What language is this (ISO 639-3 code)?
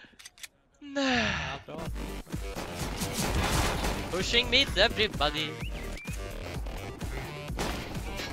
swe